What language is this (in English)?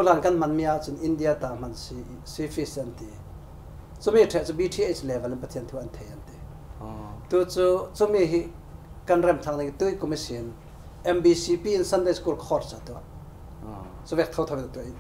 Falam Chin